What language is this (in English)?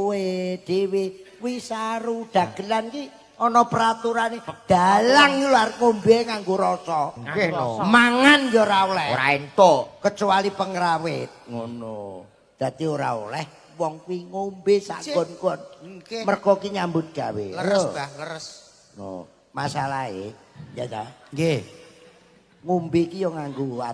Javanese